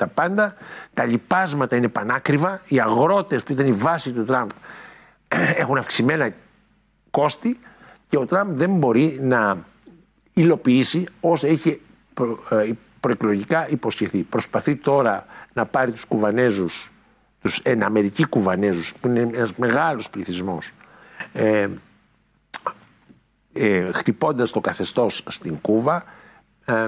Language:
Greek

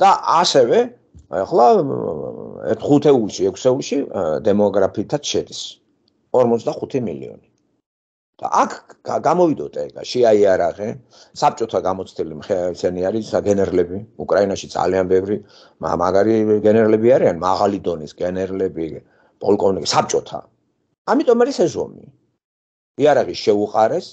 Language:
Georgian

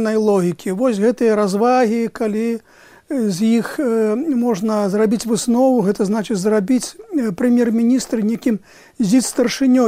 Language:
Belarusian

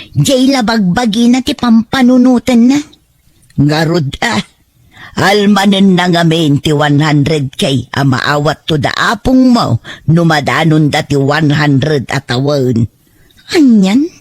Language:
Iloko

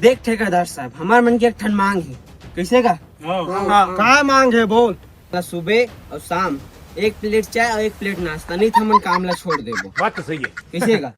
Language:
Chhattisgarhi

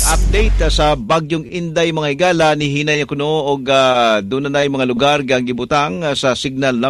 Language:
Cebuano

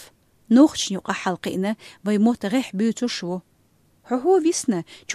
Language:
Chechen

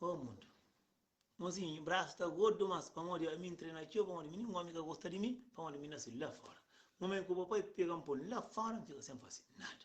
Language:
Kabuverdianu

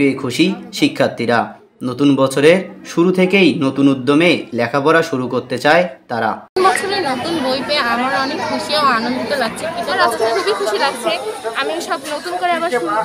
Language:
Bangla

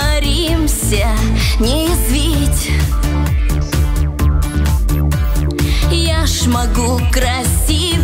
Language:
Russian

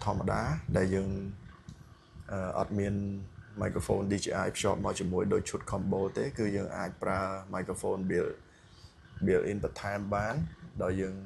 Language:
Khmer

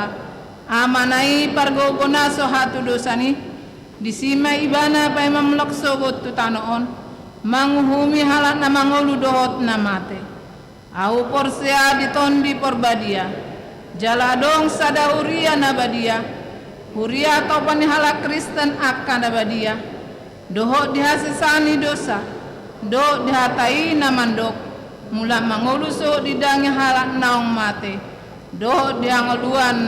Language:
Batak Toba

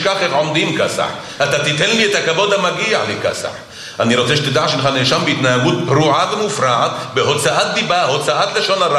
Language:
Hebrew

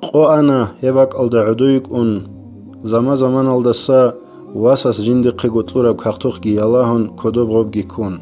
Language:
Avaric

